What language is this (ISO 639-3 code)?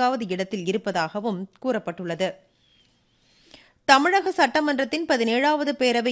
tam